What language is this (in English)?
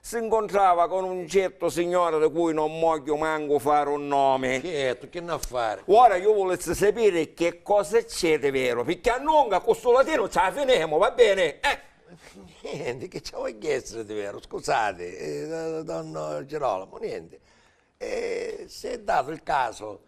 Sicilian